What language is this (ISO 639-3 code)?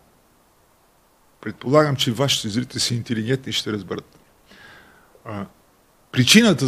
bul